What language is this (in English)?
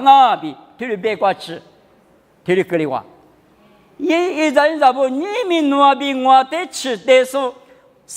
Lisu